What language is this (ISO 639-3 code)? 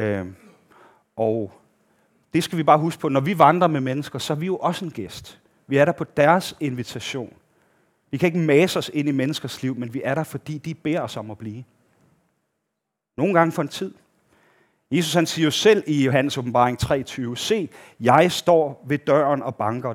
dan